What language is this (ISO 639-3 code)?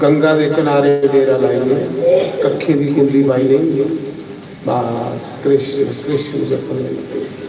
doi